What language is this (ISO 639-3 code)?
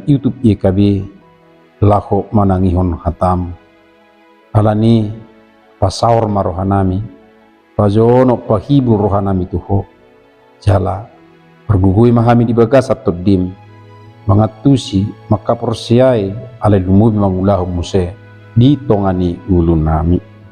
bbc